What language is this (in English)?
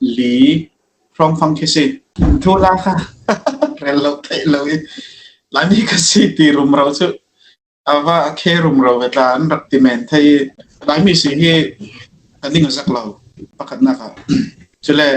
Falam Chin